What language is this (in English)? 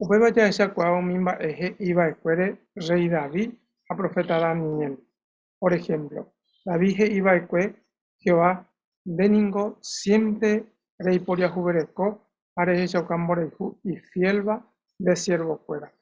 Guarani